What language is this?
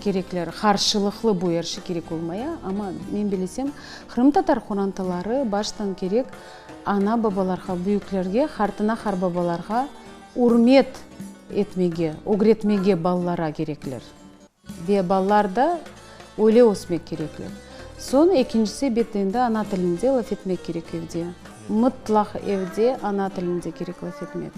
Crimean Tatar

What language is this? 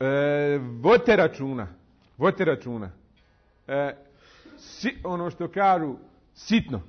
Bosnian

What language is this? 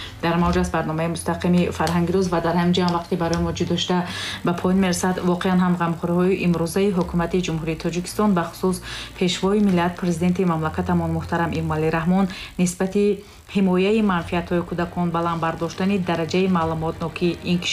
Tajik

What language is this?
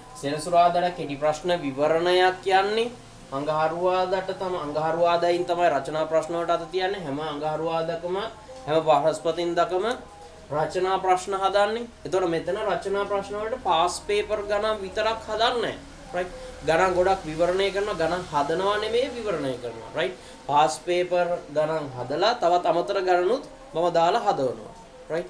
Sinhala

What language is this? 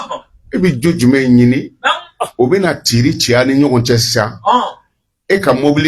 Bambara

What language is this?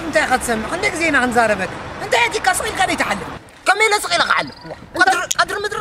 Tigrinya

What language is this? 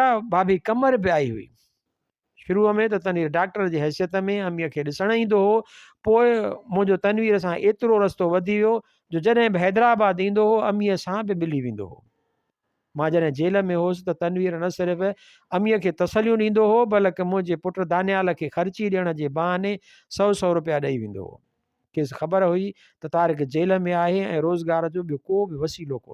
Sindhi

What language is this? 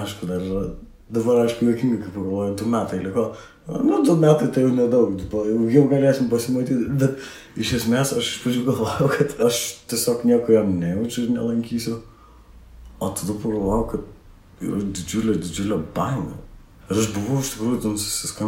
Lithuanian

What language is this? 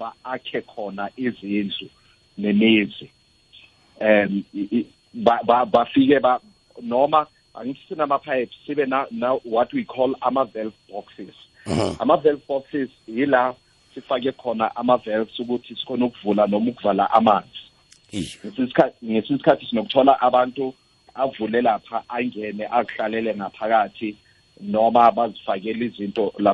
South Ndebele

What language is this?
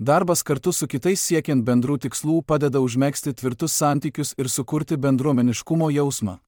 Lithuanian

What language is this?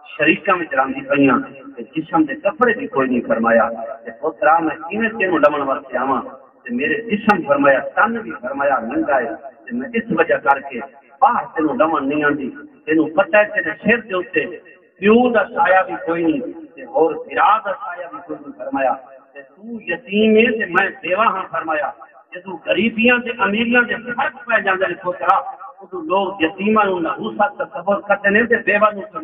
Saraiki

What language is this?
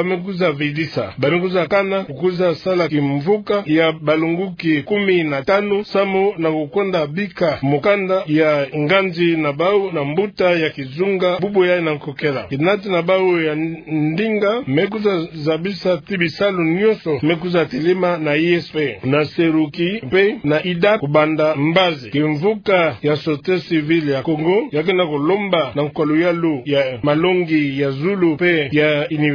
Kituba (Democratic Republic of Congo)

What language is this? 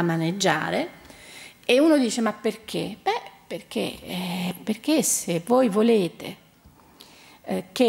Italian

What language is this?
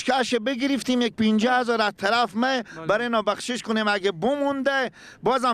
Persian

